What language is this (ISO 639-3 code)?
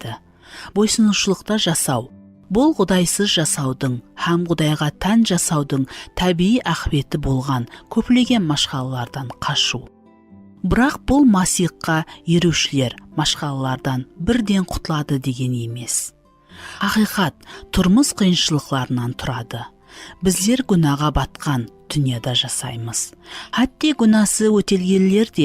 kaa